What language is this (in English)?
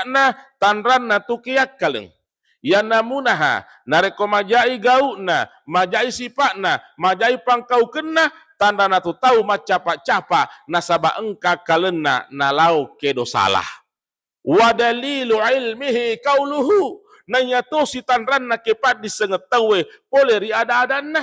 Buginese